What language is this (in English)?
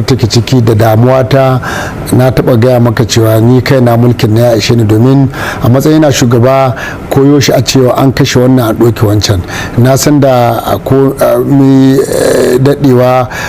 Hausa